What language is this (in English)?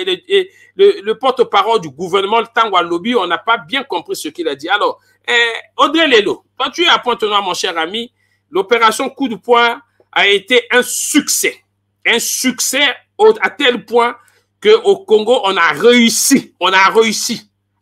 French